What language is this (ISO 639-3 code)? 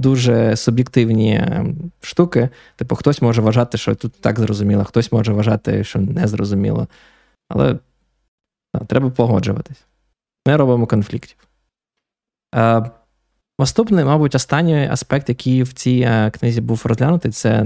ukr